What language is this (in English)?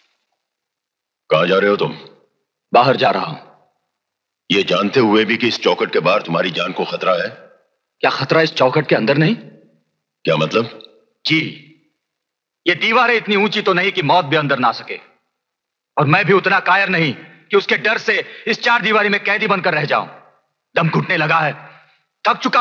Hindi